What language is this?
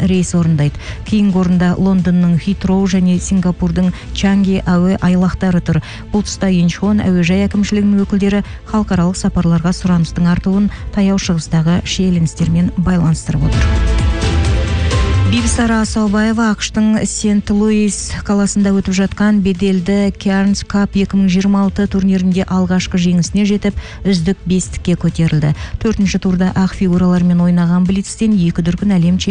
Kazakh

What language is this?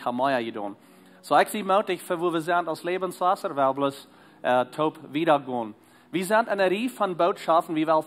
Plautdietsch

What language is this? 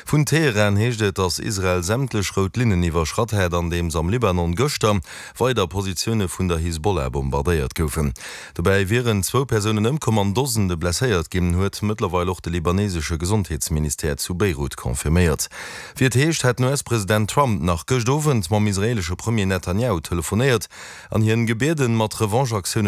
Luxembourgish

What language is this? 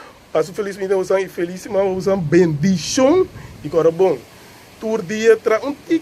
Papiamento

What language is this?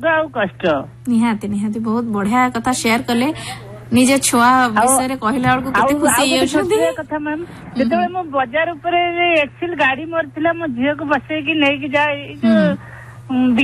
Odia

